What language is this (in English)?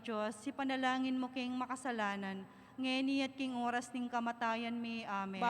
Pampanga